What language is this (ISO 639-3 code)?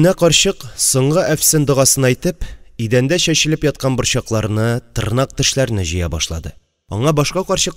tat